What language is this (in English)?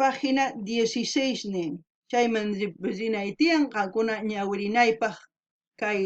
South Bolivian Quechua